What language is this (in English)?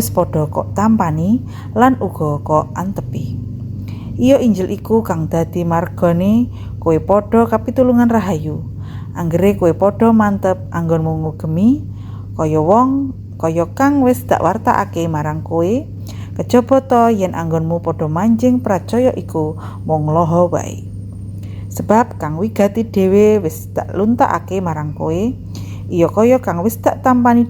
Javanese